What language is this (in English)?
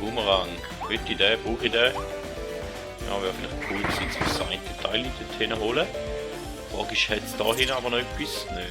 Swiss German